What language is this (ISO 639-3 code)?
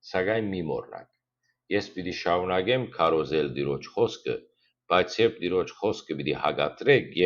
hyw